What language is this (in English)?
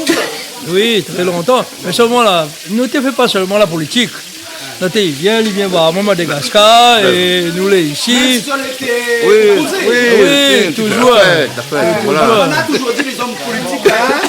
Réunion Creole French